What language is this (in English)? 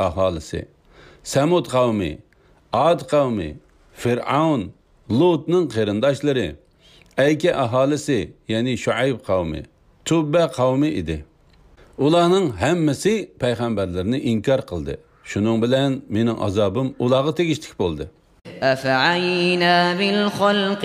Uyghur